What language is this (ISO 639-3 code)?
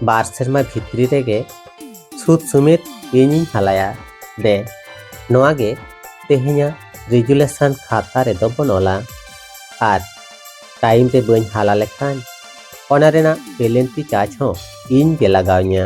sat